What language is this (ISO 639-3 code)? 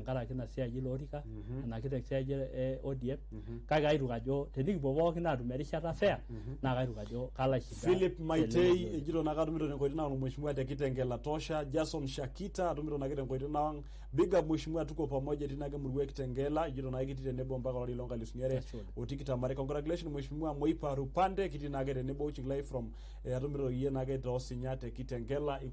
mas